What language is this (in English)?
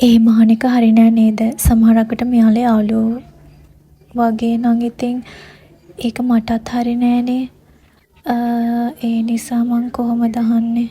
Sinhala